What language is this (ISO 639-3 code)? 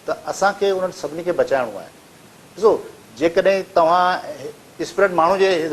snd